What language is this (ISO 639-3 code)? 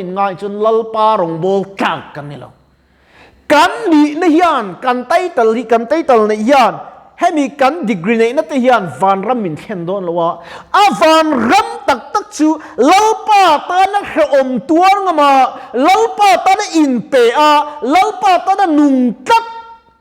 lus